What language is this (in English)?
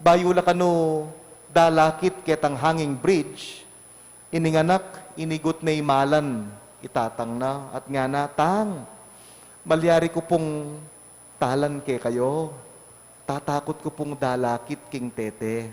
Pampanga